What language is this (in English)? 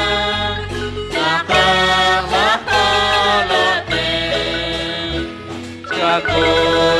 Kekchí